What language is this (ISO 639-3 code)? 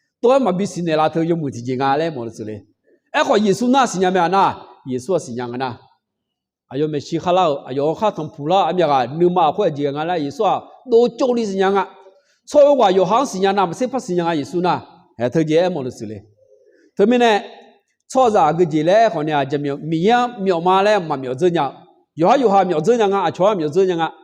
ahk